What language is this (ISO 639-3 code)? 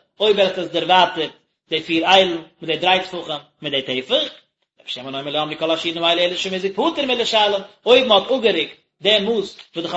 yid